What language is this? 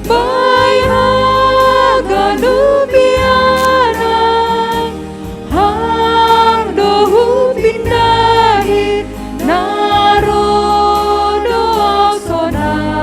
Batak Simalungun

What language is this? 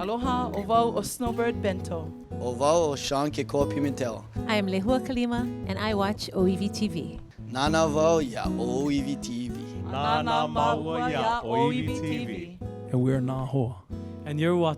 Hawaiian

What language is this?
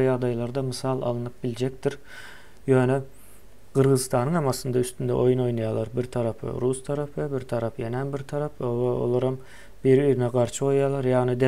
Turkmen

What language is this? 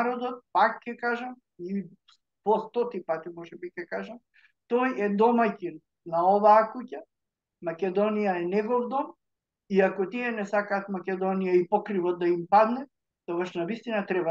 Macedonian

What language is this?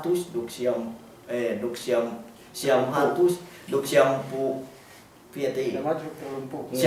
Yakan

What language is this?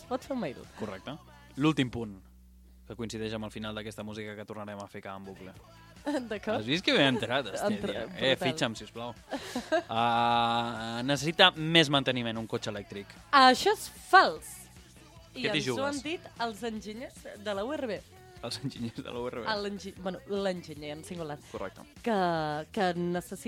Catalan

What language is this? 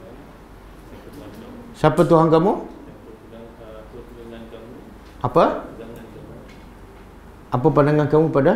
Malay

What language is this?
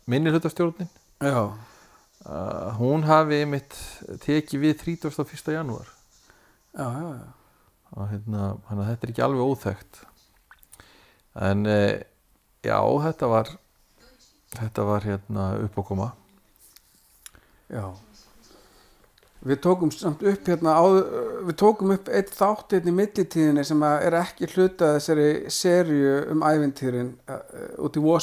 Icelandic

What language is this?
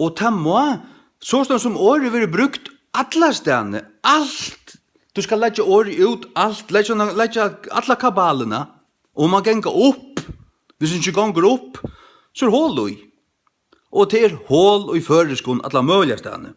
Faroese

